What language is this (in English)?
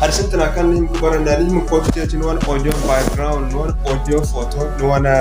Zarma